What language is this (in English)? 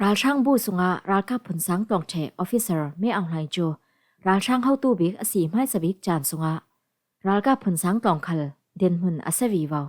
Falam Chin